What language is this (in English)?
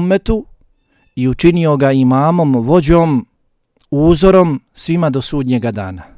Bosnian